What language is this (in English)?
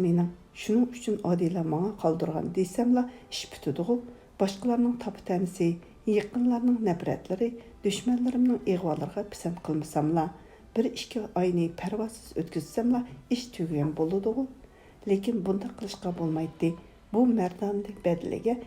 Uyghur